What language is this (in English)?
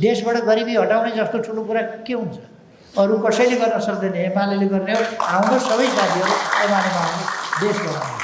Nepali